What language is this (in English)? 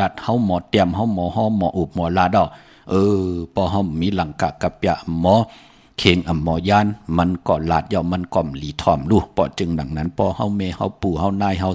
Shan